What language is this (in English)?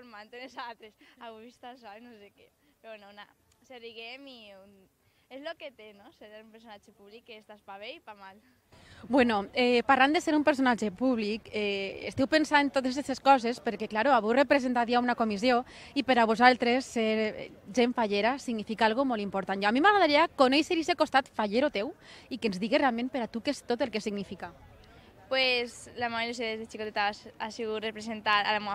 Catalan